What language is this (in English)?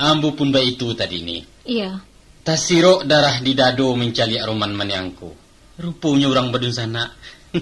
Minangkabau